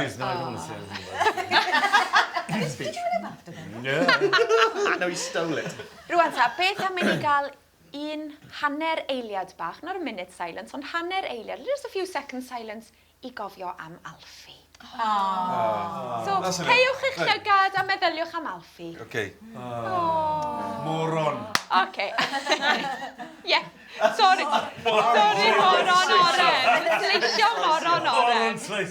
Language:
Welsh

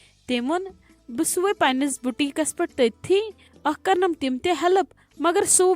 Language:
Kashmiri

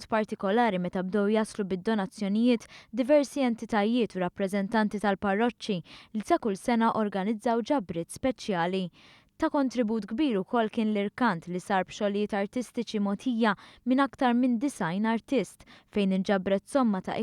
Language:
Maltese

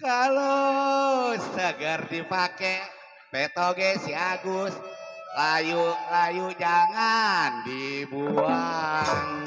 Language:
Betawi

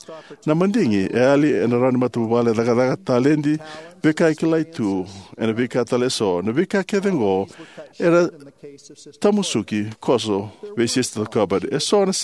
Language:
Fijian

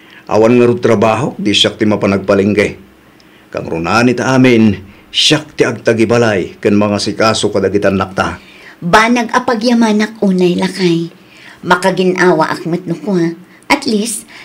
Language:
Iloko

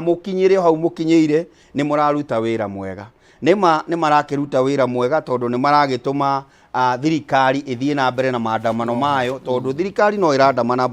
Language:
Kikuyu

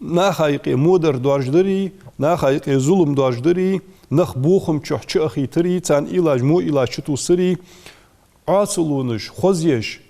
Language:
Ingush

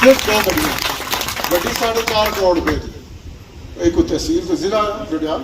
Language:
Pahari-Potwari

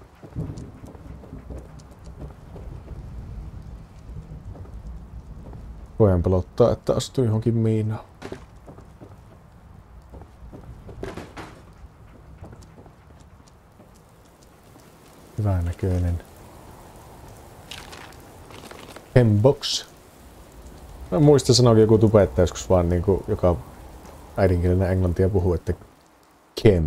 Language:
Finnish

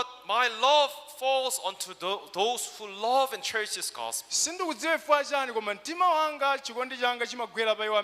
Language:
Nyanja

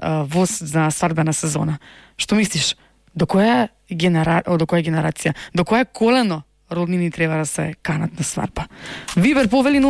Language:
Macedonian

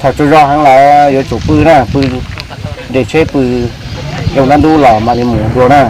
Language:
Hmong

